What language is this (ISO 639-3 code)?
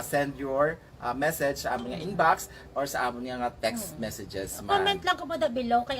hil